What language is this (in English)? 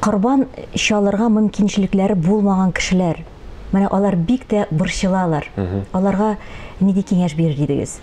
Tatar